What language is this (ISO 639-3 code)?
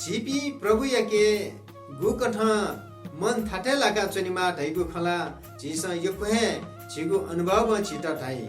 new